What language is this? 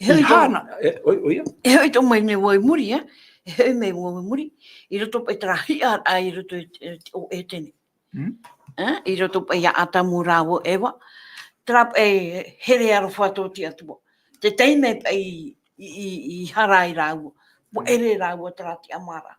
Tahitian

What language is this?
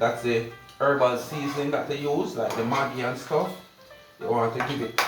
Jamaican Creole English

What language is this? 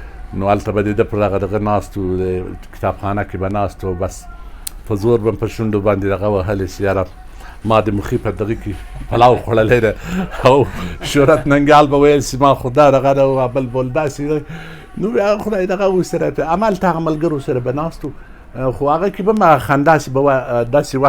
Pashto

